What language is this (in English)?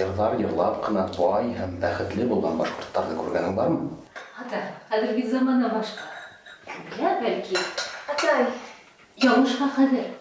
Bashkir